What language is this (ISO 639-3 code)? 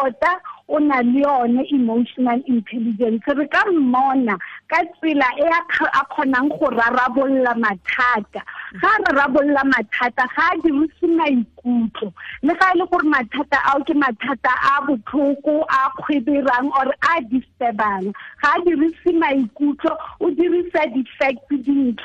tsn